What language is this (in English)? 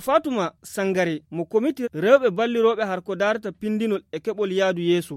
Fula